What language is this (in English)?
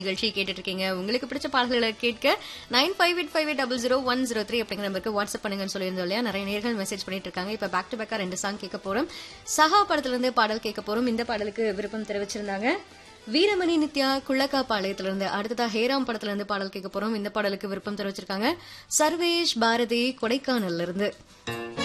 Tamil